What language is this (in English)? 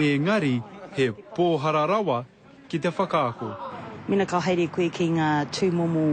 Māori